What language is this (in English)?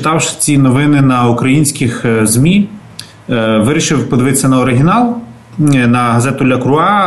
Ukrainian